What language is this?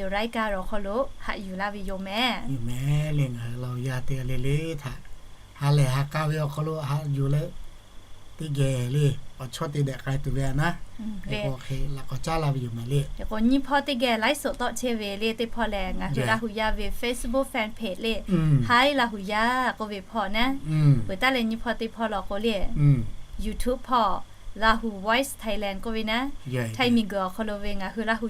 Lahu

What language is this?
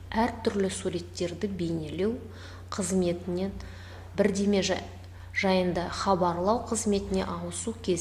Kazakh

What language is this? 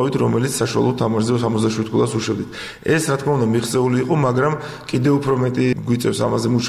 Georgian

